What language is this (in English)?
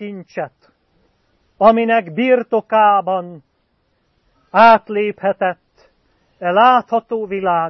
Hungarian